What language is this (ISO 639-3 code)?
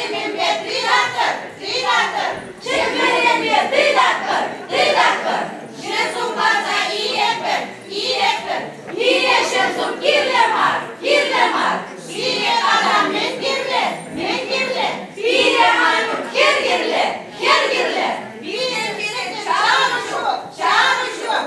chv